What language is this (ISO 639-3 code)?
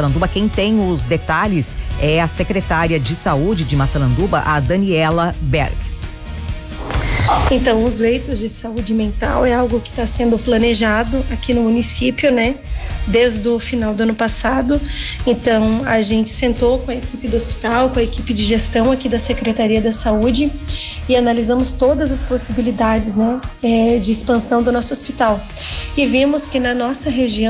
por